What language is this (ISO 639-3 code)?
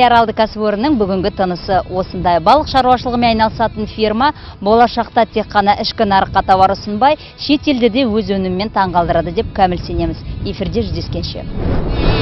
kaz